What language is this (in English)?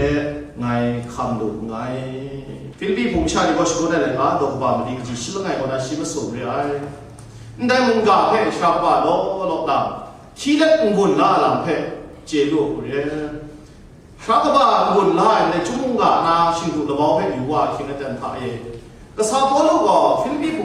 Kachin